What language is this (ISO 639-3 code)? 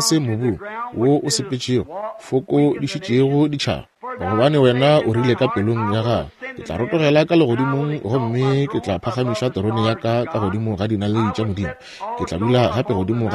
nso